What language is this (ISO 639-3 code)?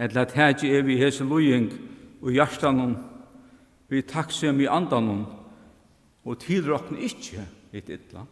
fao